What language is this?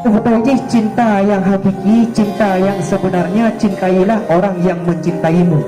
Achinese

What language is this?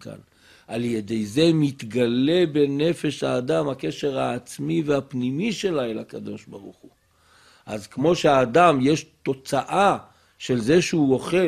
Hebrew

